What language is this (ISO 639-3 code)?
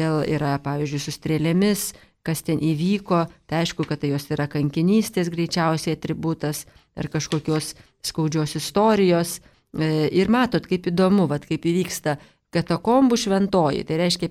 lit